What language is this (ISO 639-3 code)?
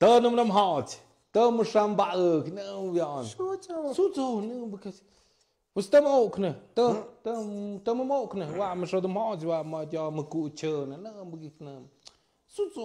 mxp